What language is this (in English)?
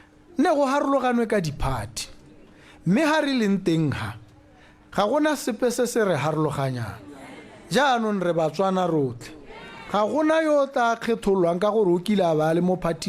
Tswana